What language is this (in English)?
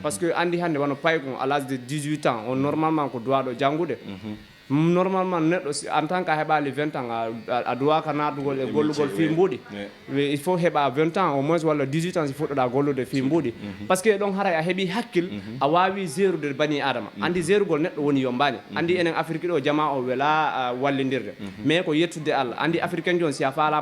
Fula